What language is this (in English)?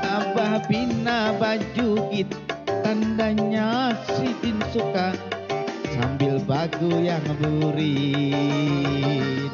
Banjar